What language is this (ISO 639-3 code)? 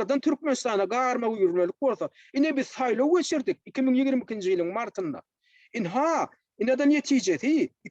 tuk